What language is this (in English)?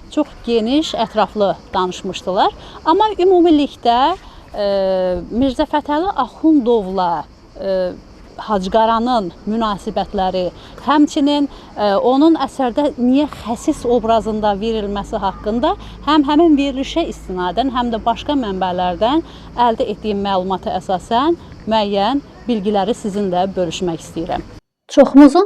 Azerbaijani